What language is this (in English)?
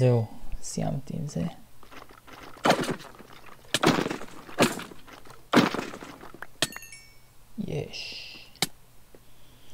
Hebrew